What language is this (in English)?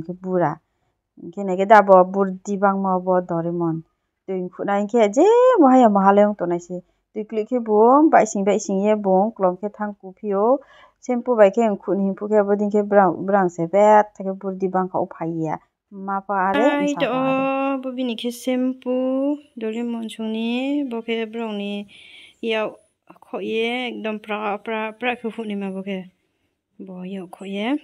Riang (India)